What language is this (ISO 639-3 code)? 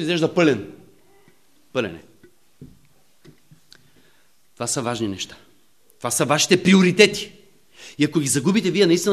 bul